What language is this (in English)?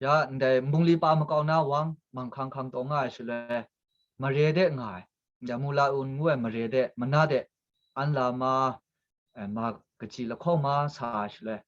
Kachin